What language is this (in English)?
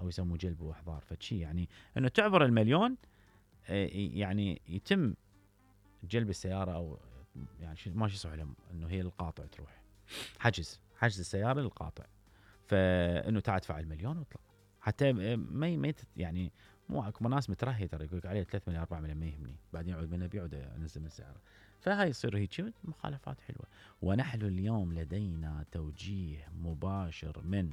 Mesopotamian Arabic